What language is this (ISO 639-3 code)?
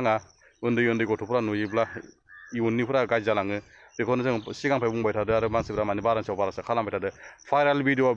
brx